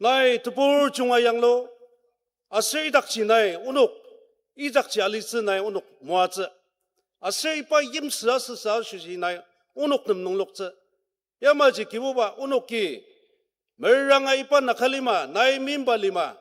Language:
Ao Naga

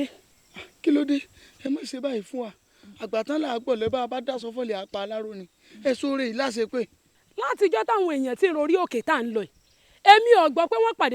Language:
Yoruba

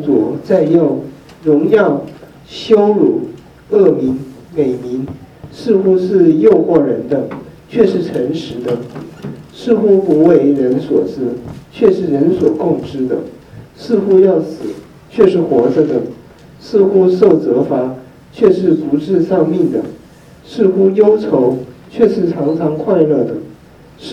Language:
Chinese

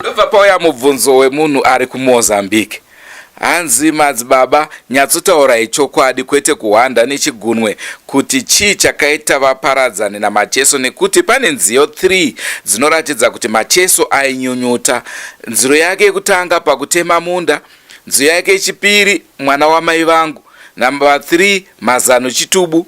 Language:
Shona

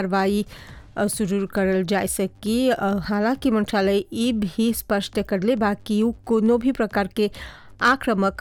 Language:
Bhojpuri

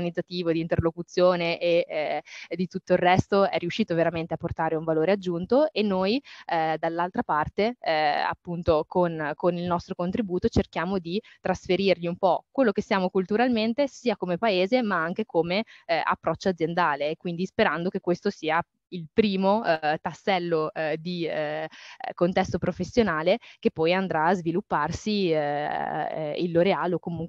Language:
Italian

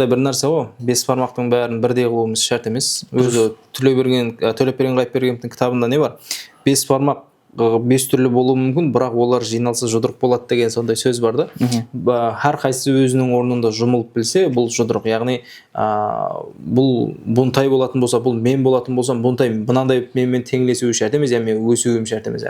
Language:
Kara-Kalpak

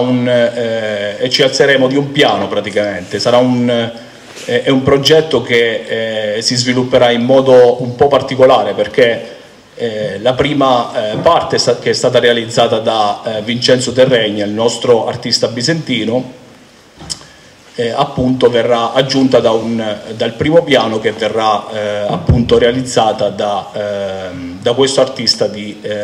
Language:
Italian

